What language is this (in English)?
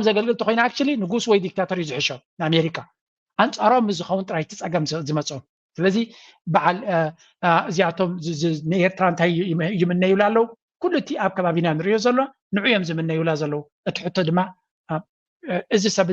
Tigrinya